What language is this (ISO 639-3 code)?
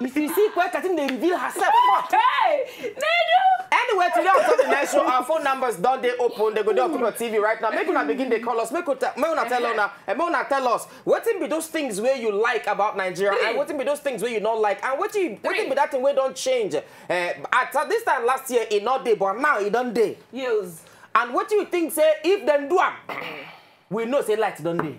pcm